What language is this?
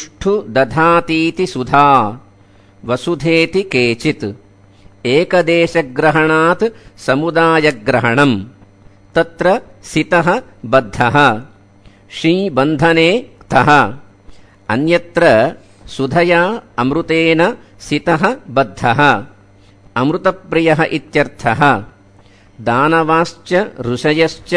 Sanskrit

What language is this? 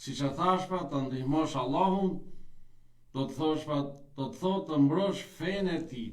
Albanian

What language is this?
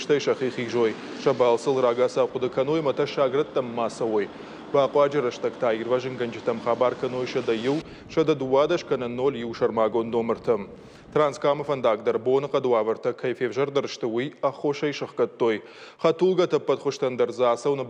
Ossetic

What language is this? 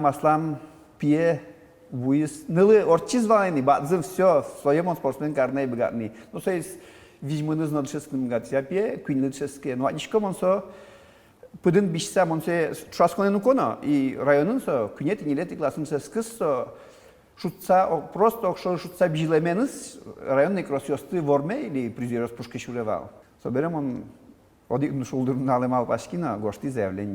Udmurt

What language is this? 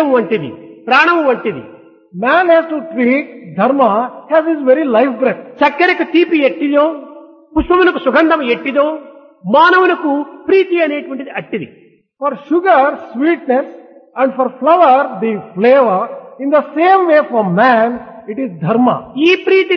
Telugu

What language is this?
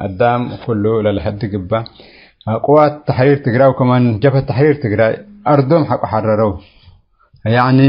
Tigre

